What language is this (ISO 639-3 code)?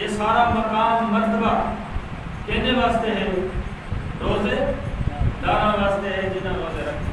skr